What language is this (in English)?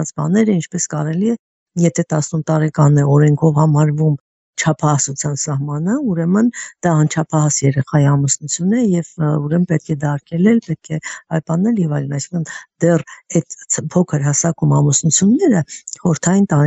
Armenian